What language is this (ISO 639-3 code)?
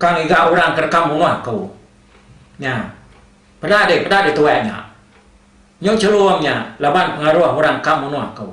iba